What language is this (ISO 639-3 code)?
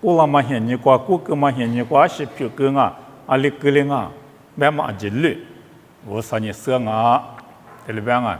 lis